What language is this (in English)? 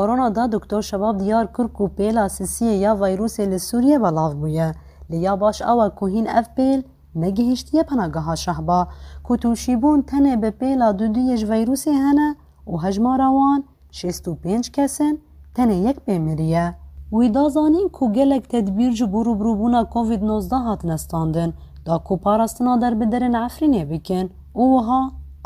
Kurdish